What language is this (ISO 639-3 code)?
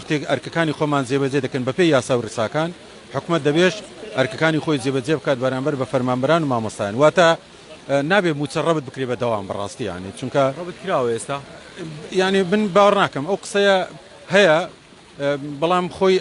ckb